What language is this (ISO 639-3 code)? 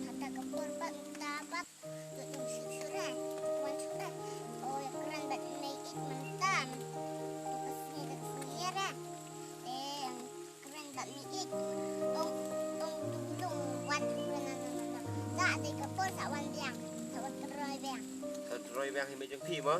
kha